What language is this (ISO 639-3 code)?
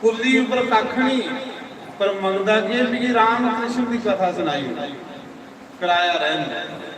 doi